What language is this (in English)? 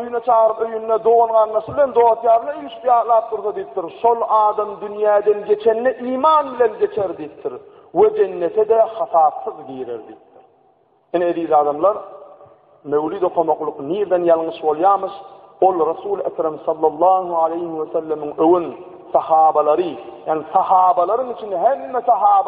Turkmen